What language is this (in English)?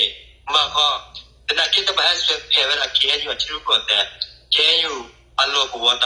S'gaw Karen